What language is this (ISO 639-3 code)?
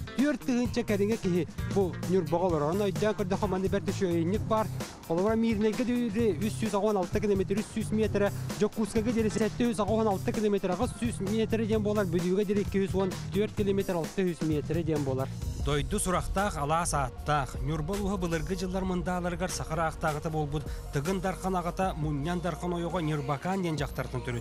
sah